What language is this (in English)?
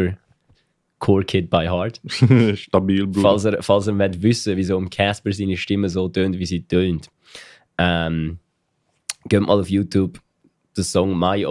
Swiss German